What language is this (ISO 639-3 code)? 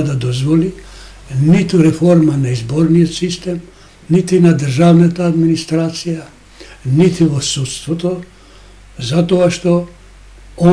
mkd